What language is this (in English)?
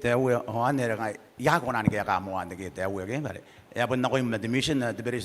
Gilbertese